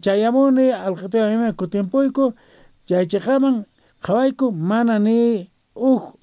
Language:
Quechua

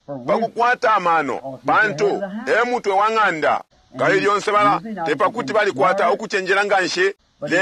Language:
Bemba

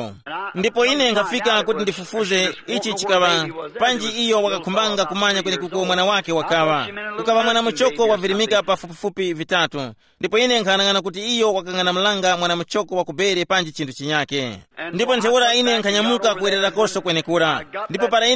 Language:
Tumbuka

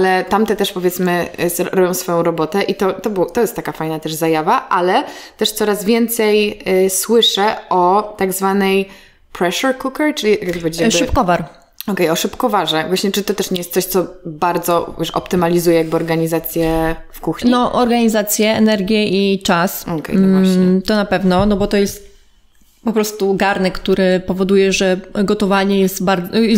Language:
Polish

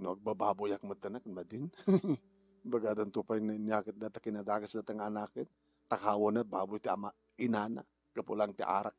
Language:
Iloko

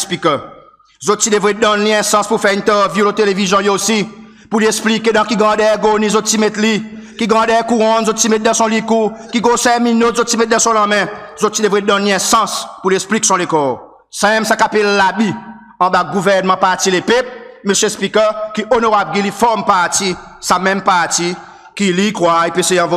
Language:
Seselwa Creole French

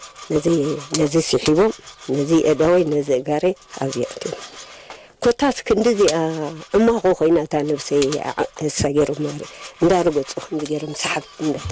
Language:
Tigrinya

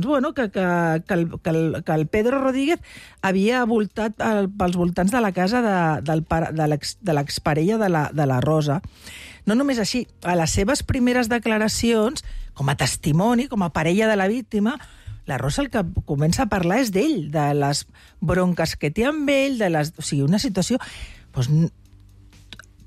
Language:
Catalan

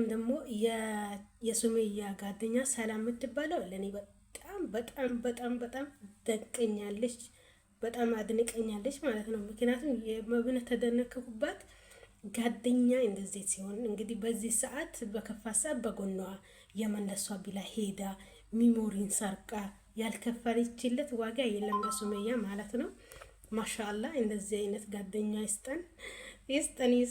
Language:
Amharic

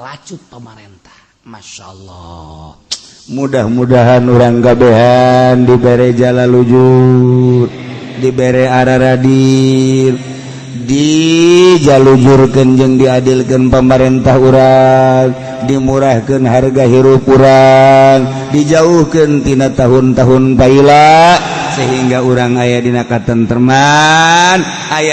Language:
Sundanese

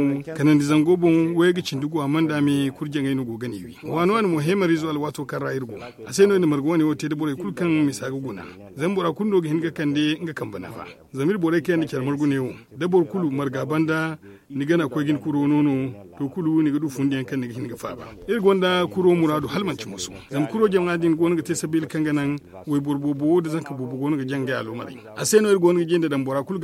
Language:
Zarma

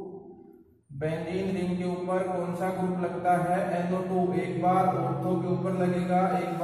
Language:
Hindi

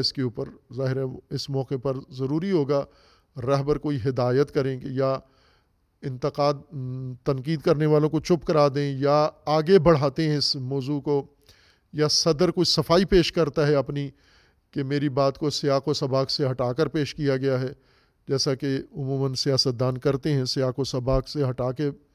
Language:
Urdu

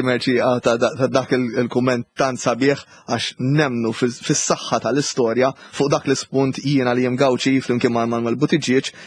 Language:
Maltese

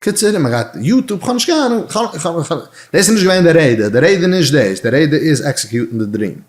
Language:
Yiddish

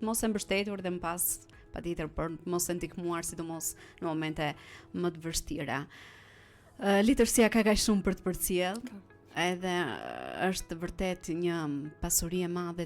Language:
Albanian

